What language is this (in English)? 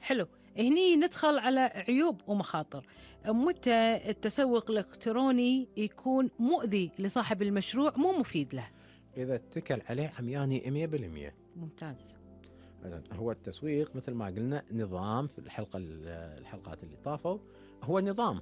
Gulf Arabic